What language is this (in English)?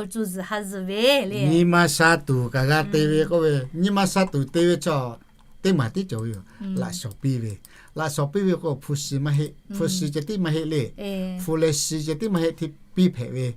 Lahu